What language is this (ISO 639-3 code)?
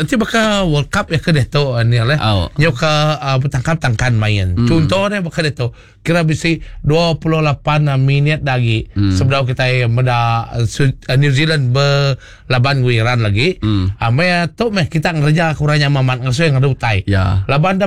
iba